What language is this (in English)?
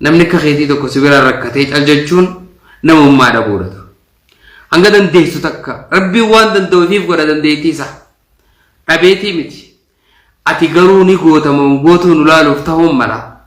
Oromo